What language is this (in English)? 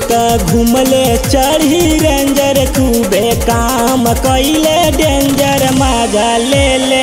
Bhojpuri